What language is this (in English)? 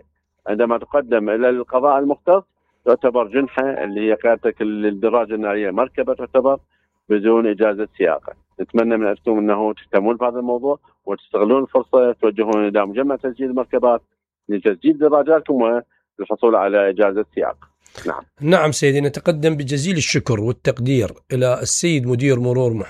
Mesopotamian Arabic